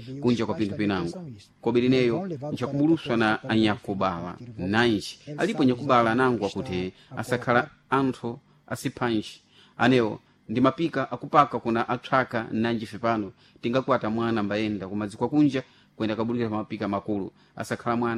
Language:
Sena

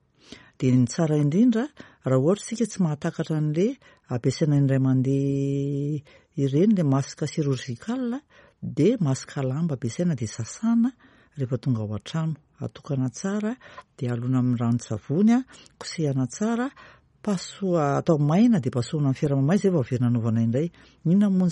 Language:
Malagasy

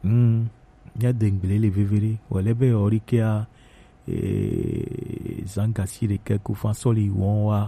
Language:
Gen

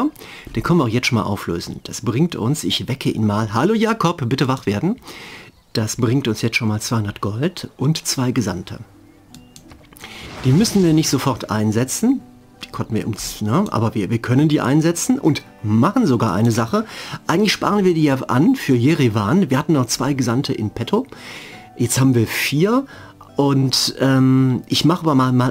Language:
German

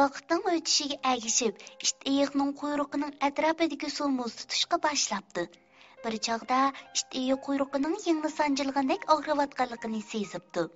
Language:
Uyghur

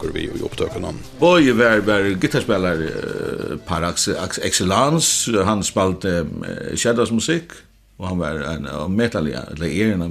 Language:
Faroese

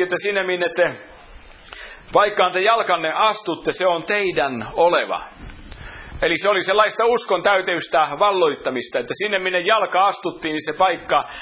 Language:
Finnish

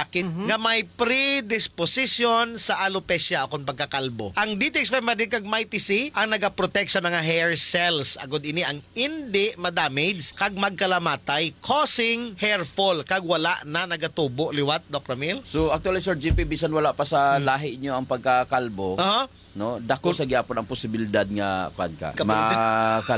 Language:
Hiligaynon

